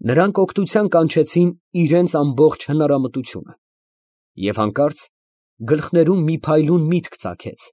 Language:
Armenian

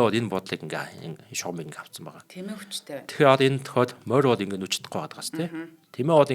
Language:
Mongolian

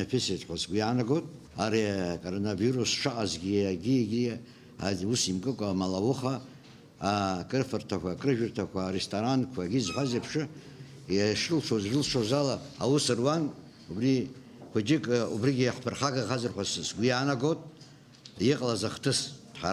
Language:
Abkhazian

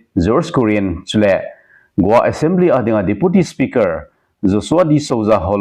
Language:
Thado Chin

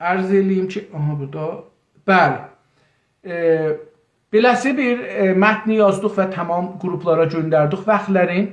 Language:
South Azerbaijani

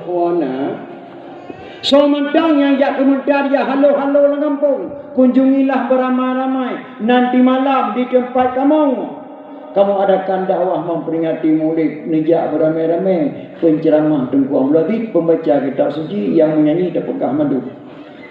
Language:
Achinese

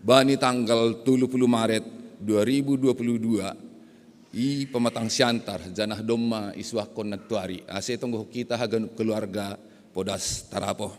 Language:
Batak Simalungun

